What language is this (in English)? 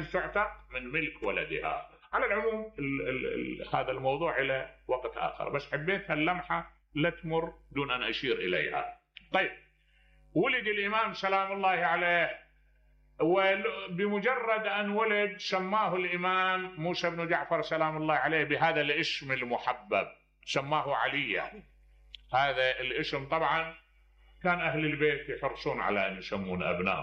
Mesopotamian Arabic